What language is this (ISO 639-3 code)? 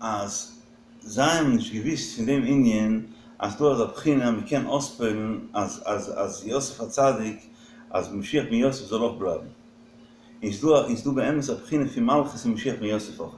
yid